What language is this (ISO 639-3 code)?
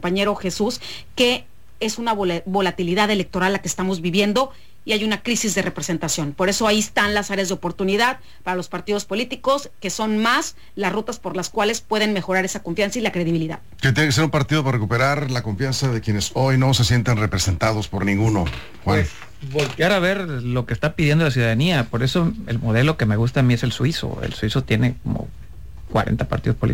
spa